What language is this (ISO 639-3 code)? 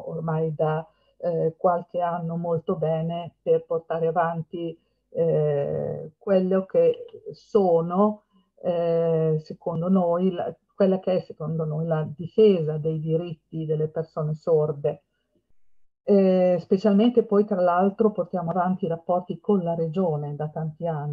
ita